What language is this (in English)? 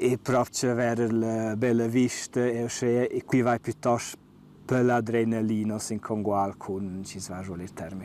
Romansh